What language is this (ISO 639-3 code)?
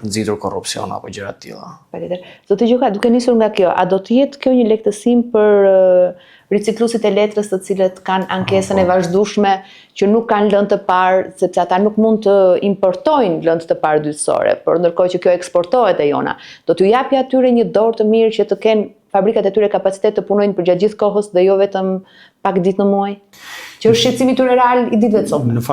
sqi